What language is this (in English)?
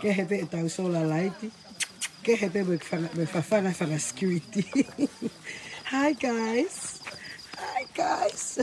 Tongan